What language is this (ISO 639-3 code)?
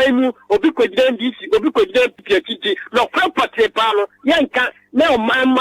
aka